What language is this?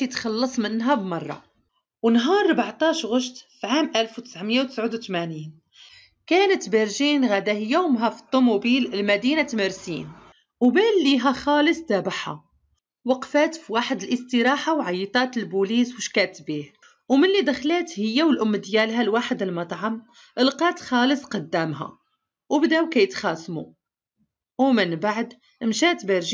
Moroccan Arabic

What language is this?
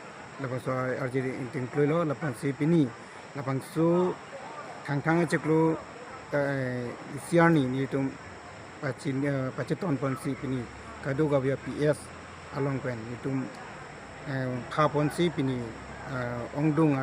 Karbi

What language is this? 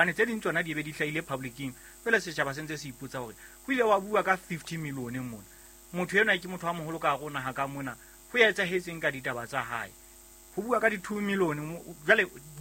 Southern Sotho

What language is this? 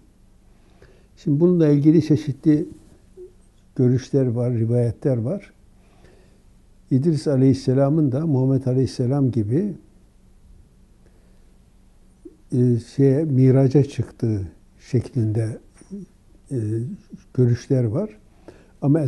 Turkish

